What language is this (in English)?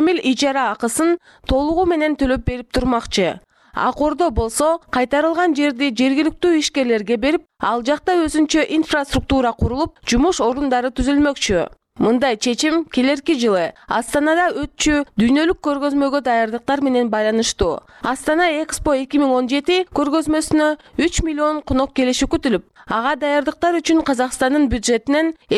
Kyrgyz